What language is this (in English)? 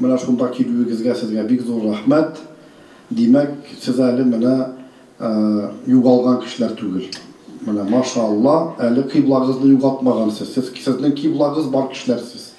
Tatar